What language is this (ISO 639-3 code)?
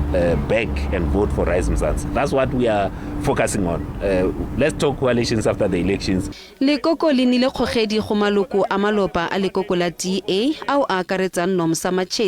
tsn